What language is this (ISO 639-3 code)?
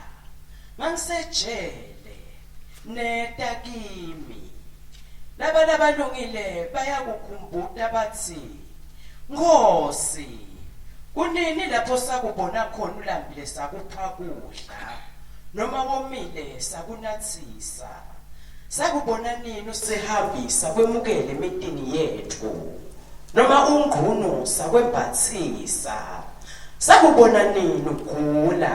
ssw